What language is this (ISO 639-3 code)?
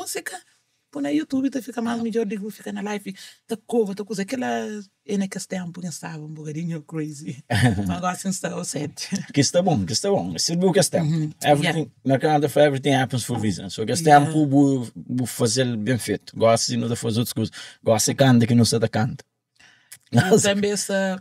kea